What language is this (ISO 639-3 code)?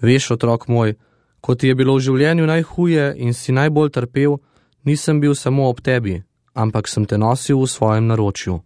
slv